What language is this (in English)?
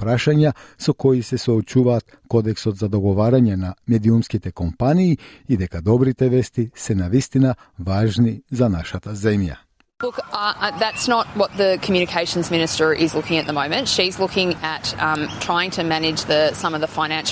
Macedonian